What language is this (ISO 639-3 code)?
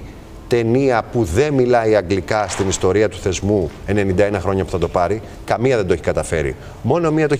ell